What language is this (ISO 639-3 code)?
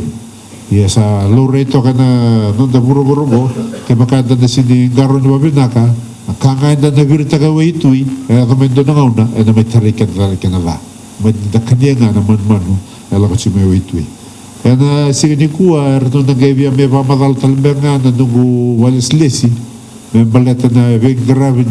fij